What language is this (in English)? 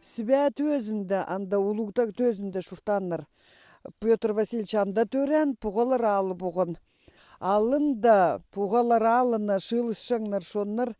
Khakas